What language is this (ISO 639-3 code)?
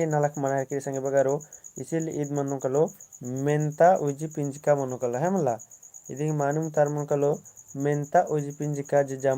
kru